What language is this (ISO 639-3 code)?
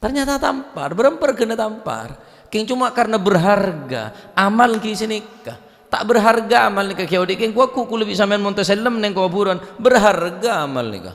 mad